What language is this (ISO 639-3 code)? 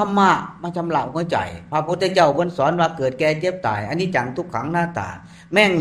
tts